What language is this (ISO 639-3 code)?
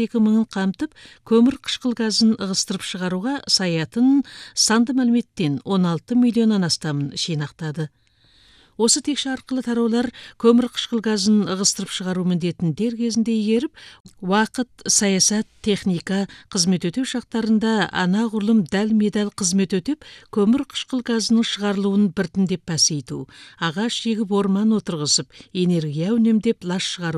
kaz